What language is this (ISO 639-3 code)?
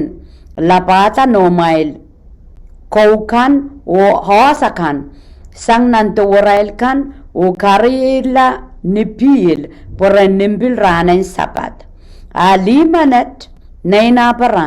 pon